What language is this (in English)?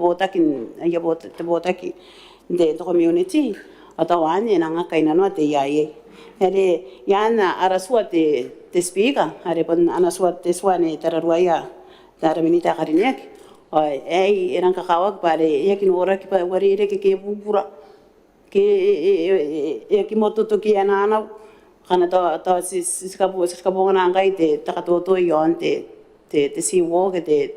Gilbertese